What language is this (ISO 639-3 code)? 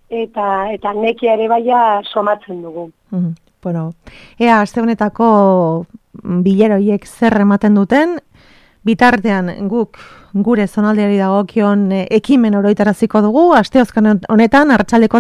eus